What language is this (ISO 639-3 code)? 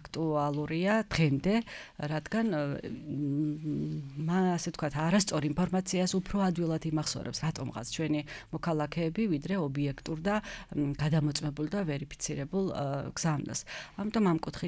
kat